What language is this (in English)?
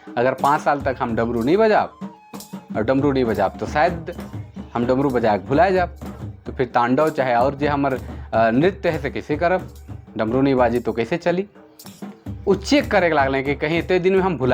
Sadri